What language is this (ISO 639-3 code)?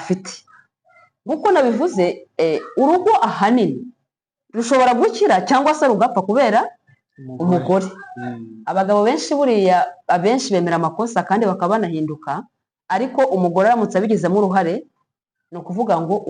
kin